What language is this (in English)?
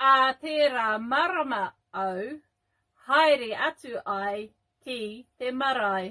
Māori